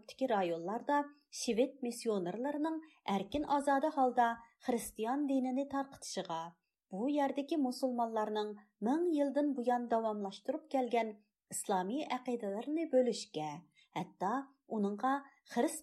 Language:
Uyghur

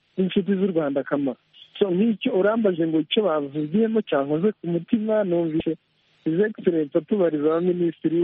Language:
Kinyarwanda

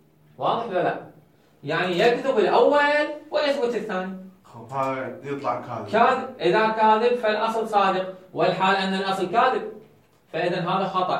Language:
Mesopotamian Arabic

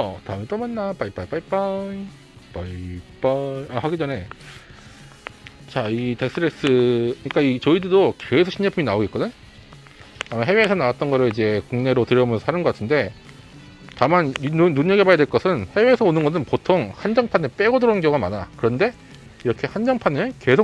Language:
Korean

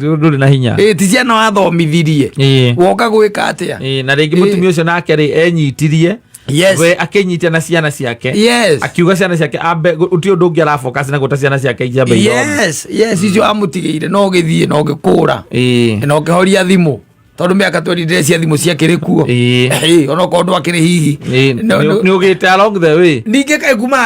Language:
Kikuyu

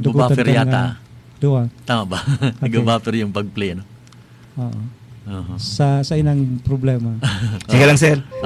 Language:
Bikol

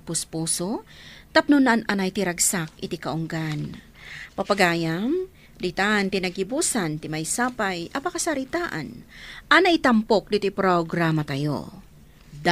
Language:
Iloko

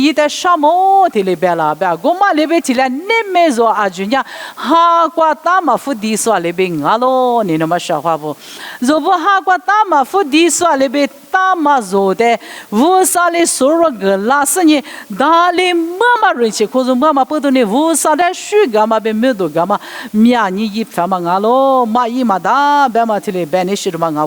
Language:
Lisu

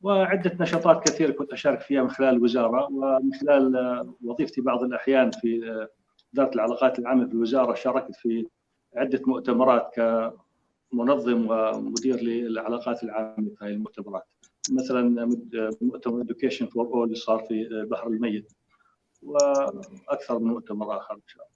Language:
North Levantine Arabic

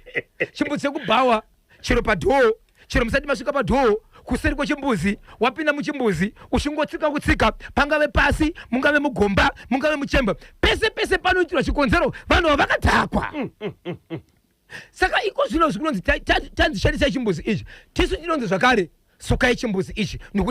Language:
Shona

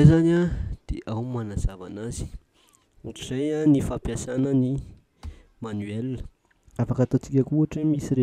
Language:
Malagasy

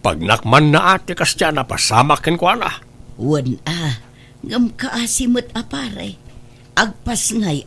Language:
Iloko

